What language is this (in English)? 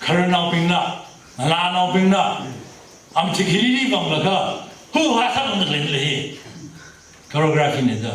Tangkhul Naga (India)